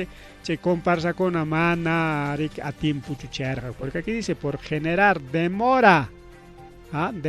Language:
Ayacucho Quechua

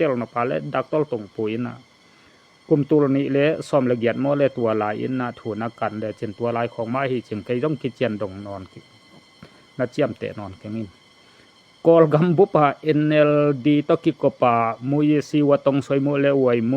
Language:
Tedim Chin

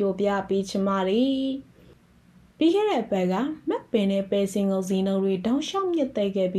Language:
Burmese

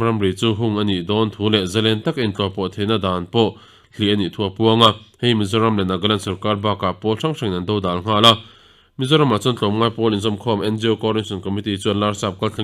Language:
Mizo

